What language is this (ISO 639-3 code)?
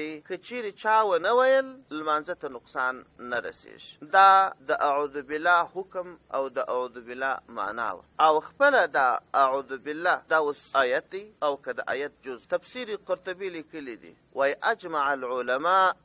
pus